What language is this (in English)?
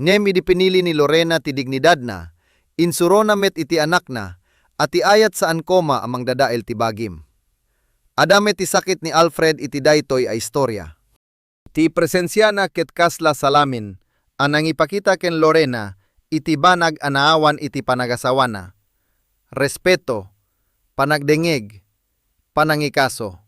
Iloko